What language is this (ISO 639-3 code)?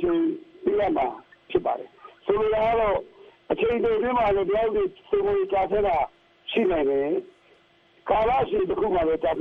mya